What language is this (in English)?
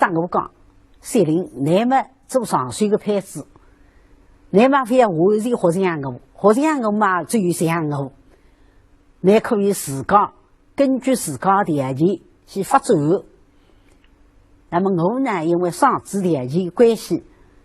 Wu Chinese